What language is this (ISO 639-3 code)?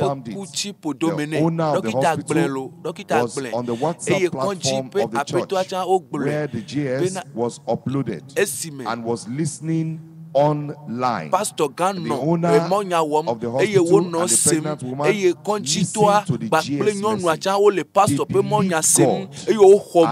ewe